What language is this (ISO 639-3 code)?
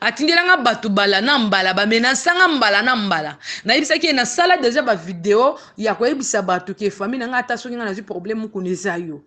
lin